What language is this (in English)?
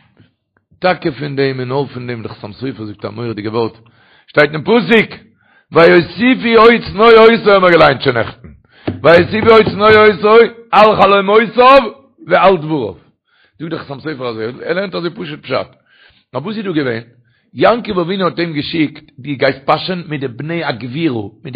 Yiddish